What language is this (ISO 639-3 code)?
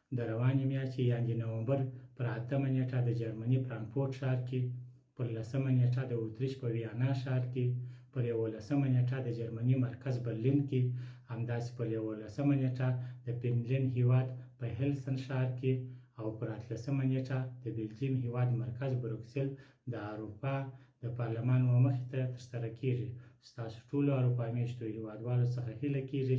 pus